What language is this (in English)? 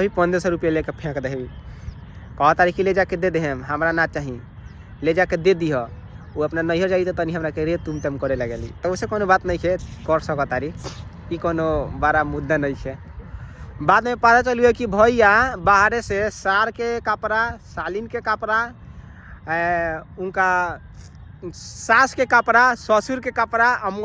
Bhojpuri